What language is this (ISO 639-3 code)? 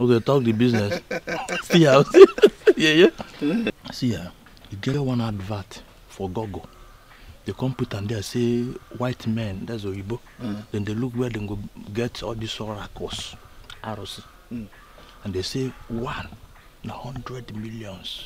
pcm